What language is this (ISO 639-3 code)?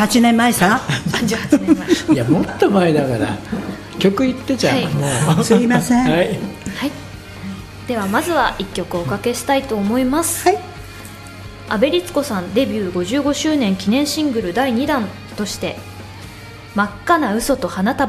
jpn